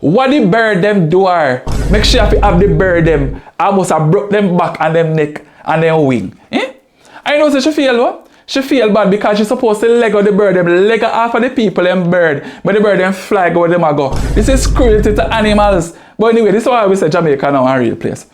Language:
Jamaican Creole English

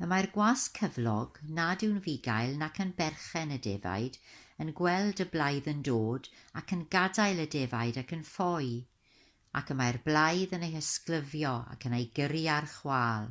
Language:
Welsh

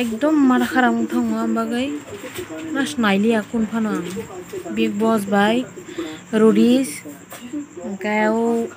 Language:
Kok Borok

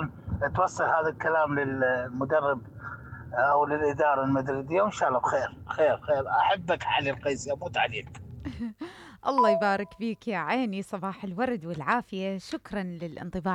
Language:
Mesopotamian Arabic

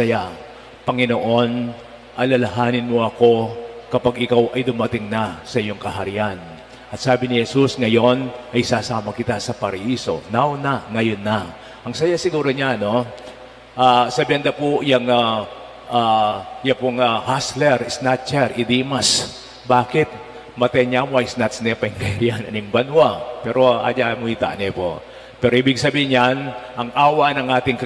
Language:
Pampanga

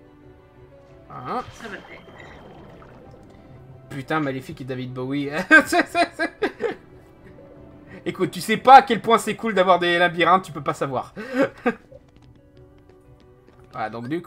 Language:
French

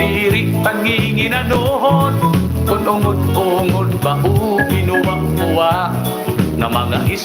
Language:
Waray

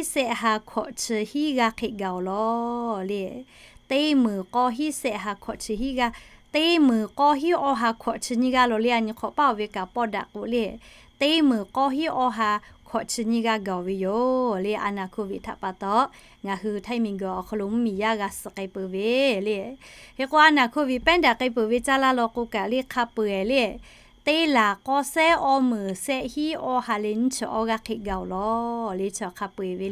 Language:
Lahu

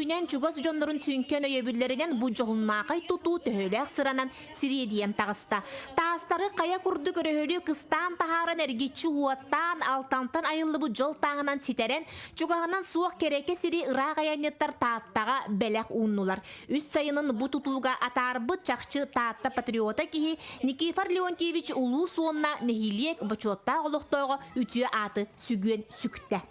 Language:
Yakut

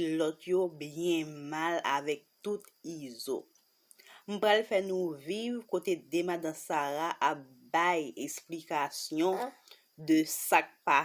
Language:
Haitian Creole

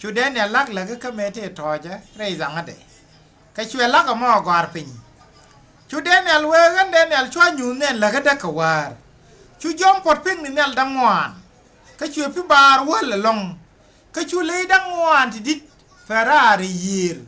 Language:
Nuer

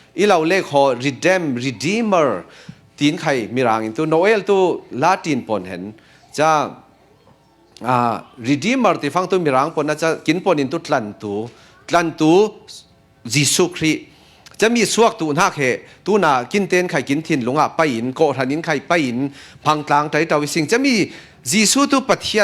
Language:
Falam Chin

